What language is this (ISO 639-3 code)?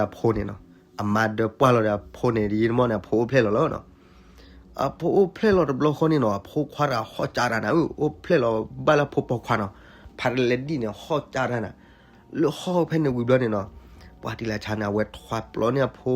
ksw